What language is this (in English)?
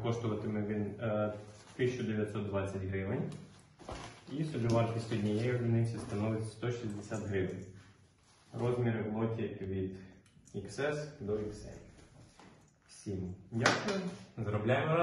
Ukrainian